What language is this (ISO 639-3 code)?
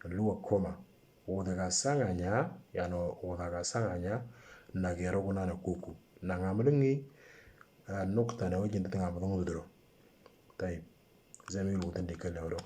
mor